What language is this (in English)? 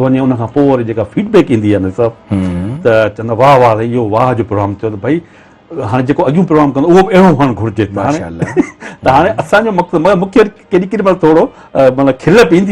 Sindhi